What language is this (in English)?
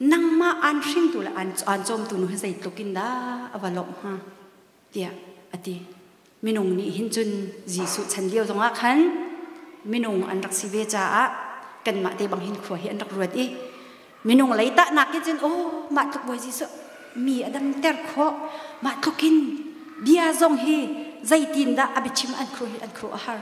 Hakha Chin